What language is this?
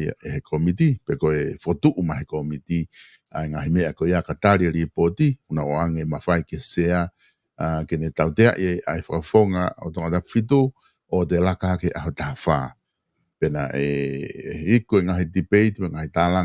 Tongan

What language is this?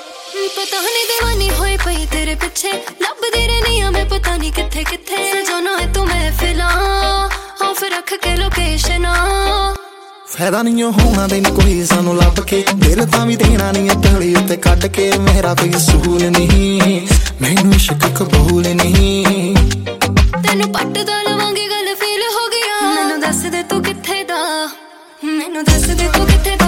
Punjabi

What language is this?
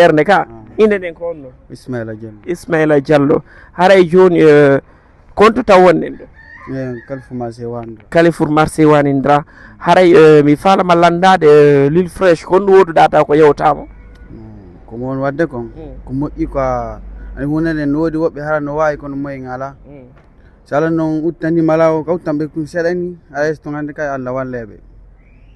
Fula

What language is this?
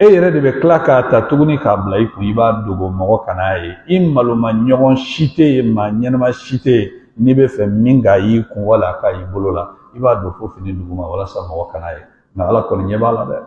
Bambara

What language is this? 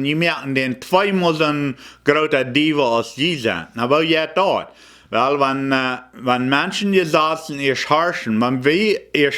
Plautdietsch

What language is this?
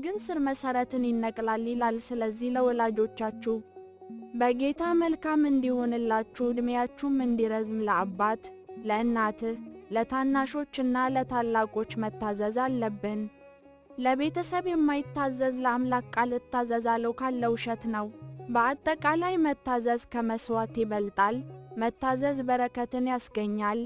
Amharic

